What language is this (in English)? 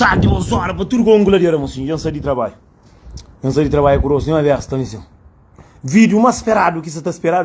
Kabuverdianu